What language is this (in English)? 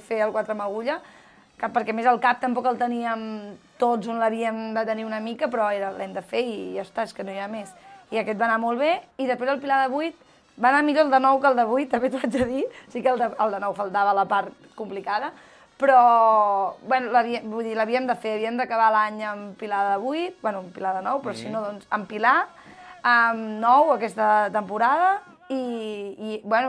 Catalan